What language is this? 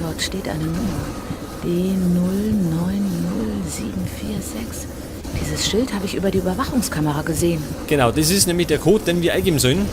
Bavarian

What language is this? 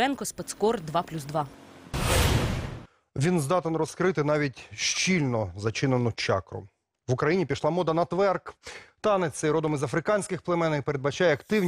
Ukrainian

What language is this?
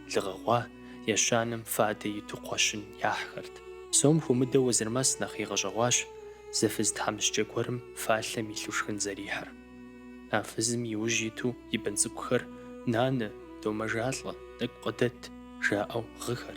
Kabardian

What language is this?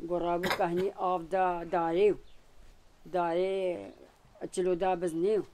Kurdish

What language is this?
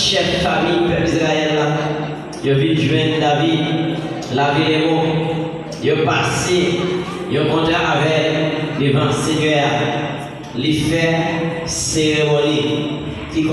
Haitian Creole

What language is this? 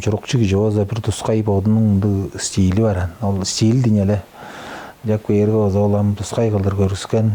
Tuvinian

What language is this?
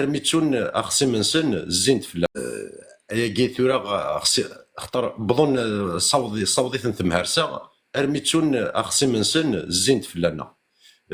Kabyle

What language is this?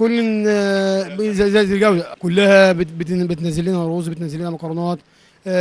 Egyptian Arabic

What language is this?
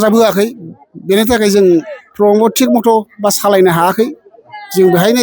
Bodo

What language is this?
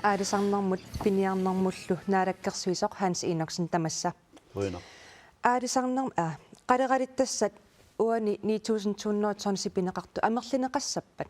Kalaallisut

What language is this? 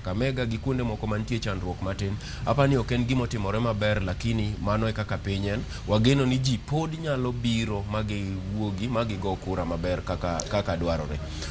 Luo (Kenya and Tanzania)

